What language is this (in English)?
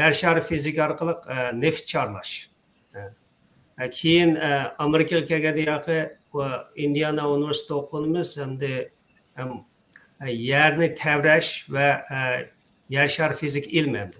Uyghur